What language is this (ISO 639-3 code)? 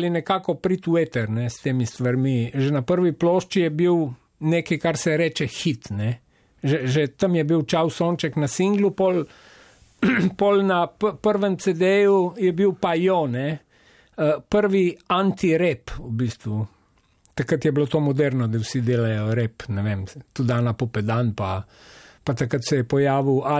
slv